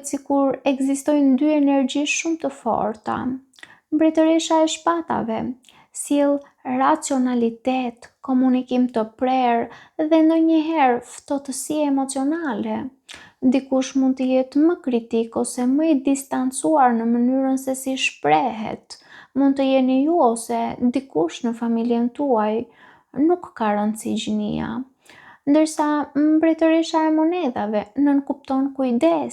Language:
Albanian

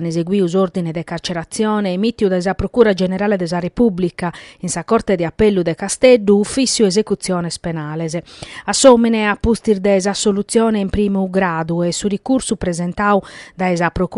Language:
Sardinian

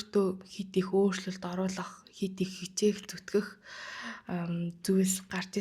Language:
Mongolian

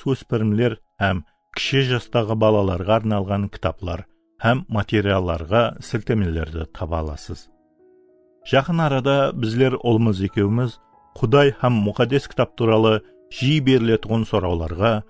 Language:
Kara-Kalpak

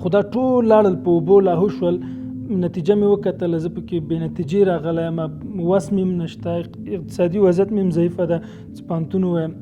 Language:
Pashto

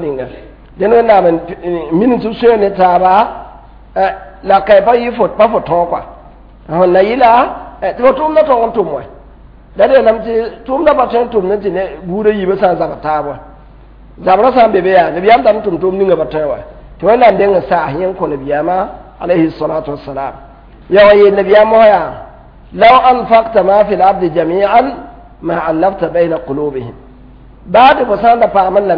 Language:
Mossi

